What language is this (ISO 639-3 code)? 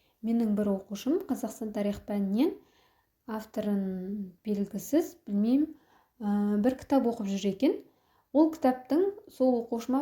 kaz